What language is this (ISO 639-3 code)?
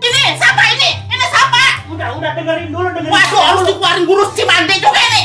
bew